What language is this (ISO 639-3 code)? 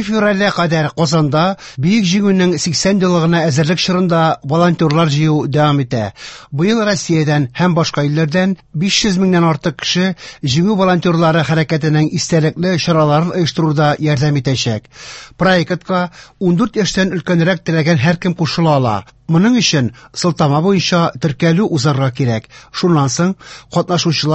tat